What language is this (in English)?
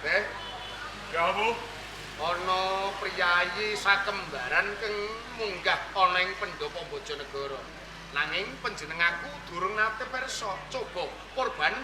Javanese